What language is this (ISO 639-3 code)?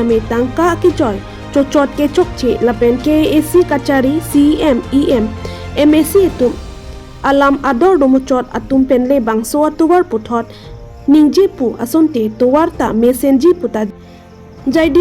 mjw